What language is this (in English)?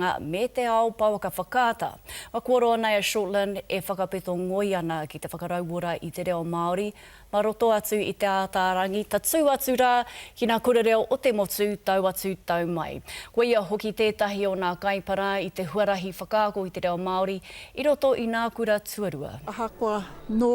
Māori